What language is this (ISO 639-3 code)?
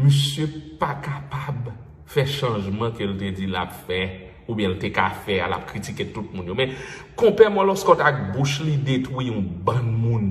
hat